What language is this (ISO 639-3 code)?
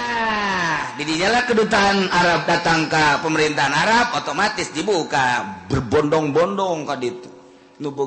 sun